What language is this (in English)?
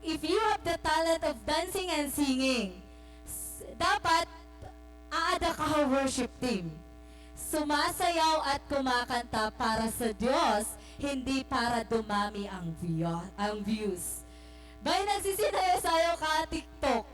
Waray